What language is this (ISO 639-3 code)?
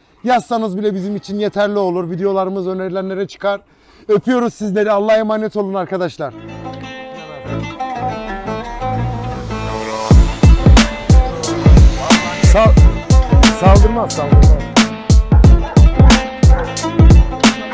tur